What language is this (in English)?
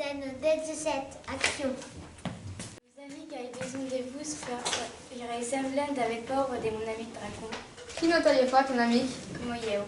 Occitan